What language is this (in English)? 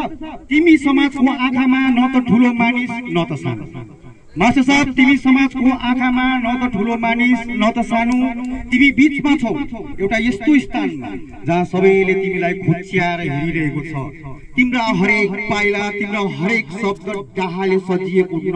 Nepali